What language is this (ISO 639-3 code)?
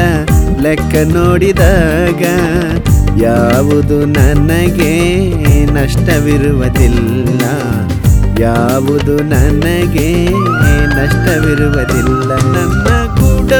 kan